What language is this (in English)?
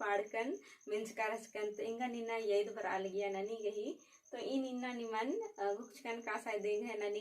Kurukh